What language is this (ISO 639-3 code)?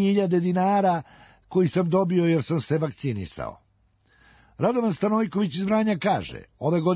srp